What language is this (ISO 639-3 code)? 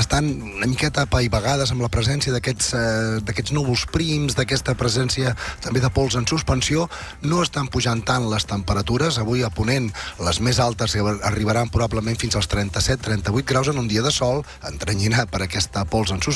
cat